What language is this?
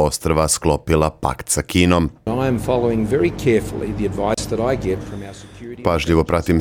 Serbian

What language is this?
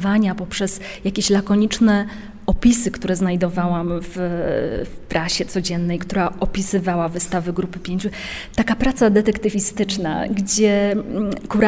Polish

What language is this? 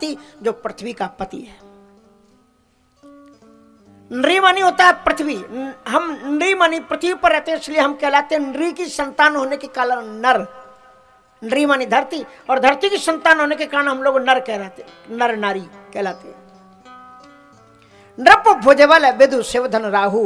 Hindi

